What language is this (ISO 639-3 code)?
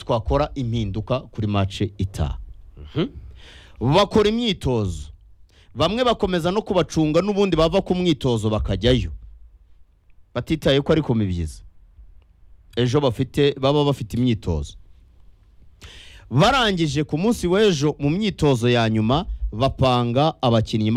kin